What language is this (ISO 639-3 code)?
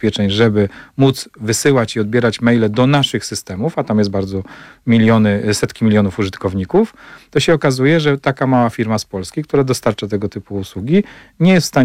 pol